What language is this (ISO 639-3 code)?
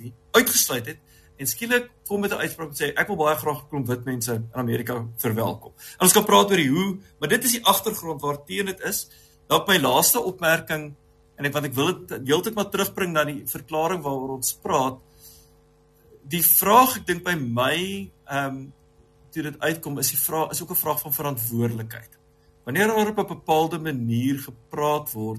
afr